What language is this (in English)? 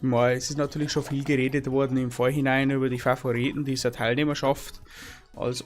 Bavarian